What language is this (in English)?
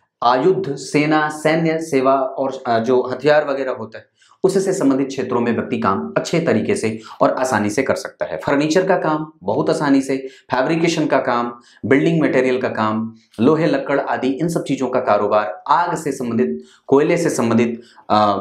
Hindi